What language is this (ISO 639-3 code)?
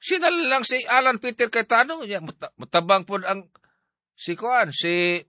ceb